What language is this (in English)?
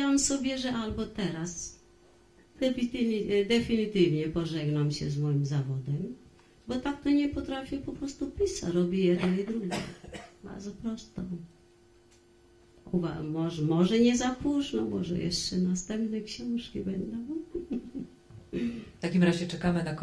Polish